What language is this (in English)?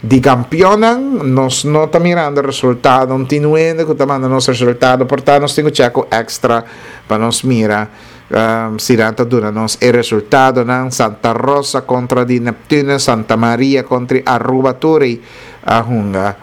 Papiamento